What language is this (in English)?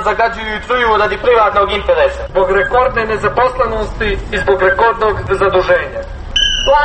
Croatian